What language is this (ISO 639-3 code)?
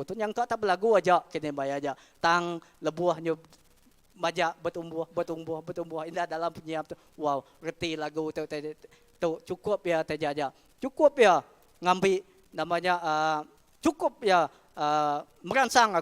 iba